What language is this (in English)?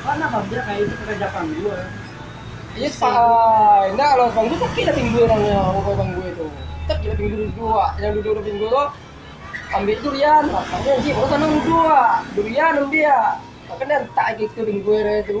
Minangkabau